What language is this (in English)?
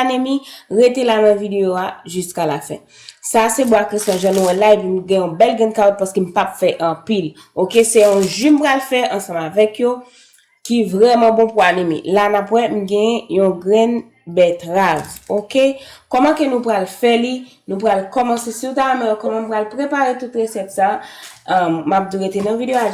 Haitian Creole